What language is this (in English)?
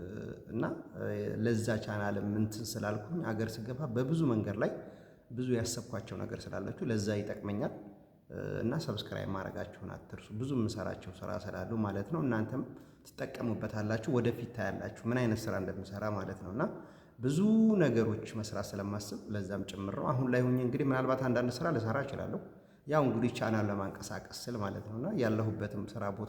Amharic